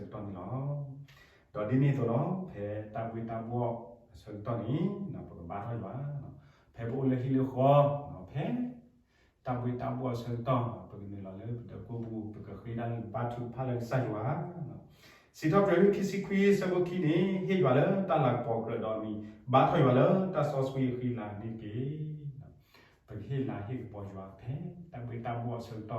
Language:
S'gaw Karen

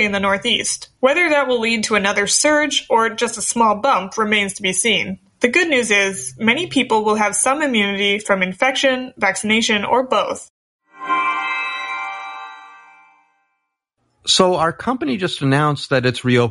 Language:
English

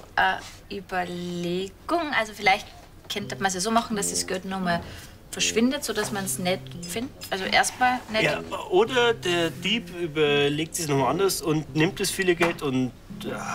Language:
Bavarian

